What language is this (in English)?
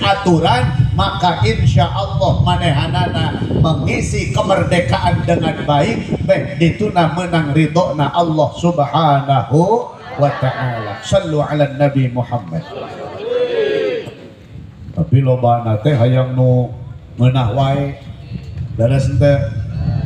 Sundanese